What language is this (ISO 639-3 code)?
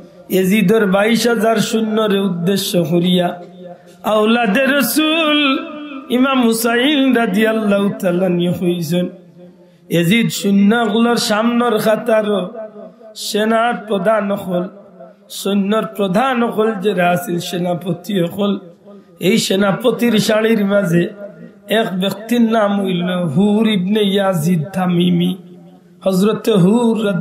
syl